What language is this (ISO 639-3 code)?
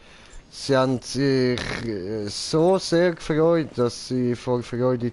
gsw